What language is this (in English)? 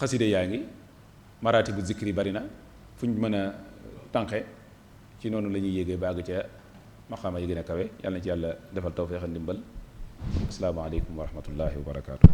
Wolof